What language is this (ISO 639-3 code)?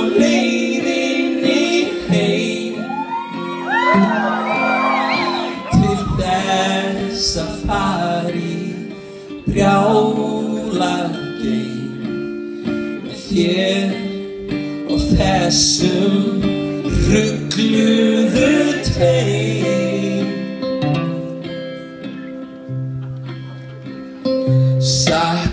isl